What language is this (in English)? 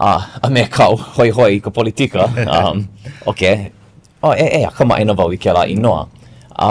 Hawaiian